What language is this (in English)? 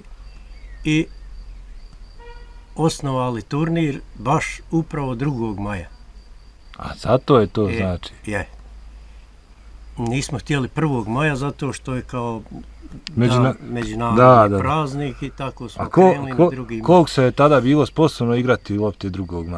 Bosnian